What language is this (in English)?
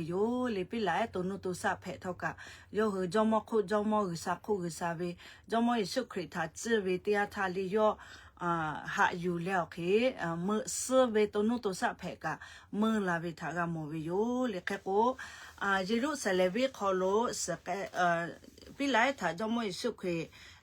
Lahu